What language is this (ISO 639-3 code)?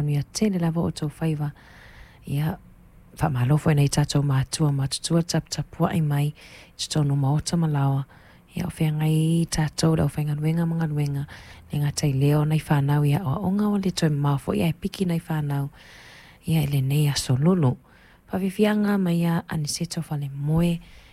smo